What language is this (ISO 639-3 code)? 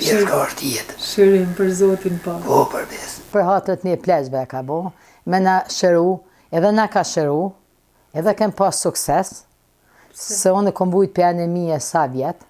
sqi